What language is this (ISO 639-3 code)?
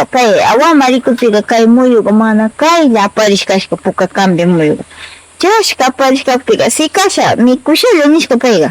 qvz